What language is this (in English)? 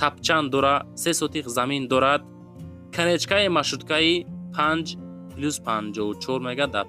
Tajik